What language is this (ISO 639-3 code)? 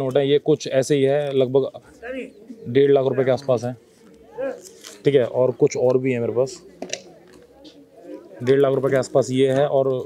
hin